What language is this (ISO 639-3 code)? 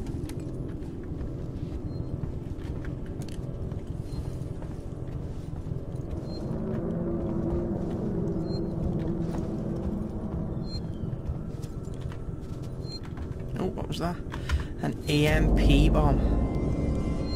eng